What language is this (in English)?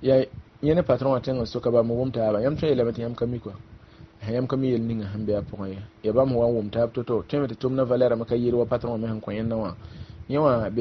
Mossi